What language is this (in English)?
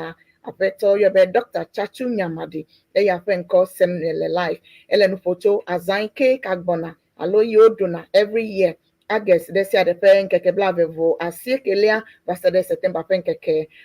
Ewe